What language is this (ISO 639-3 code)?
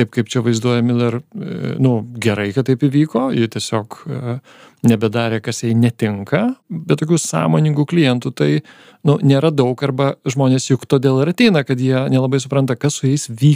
lit